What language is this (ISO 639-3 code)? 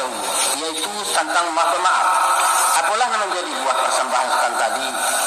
min